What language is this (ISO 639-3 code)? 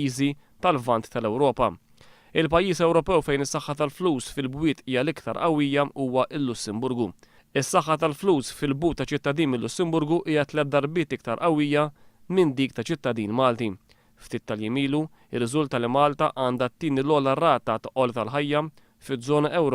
mlt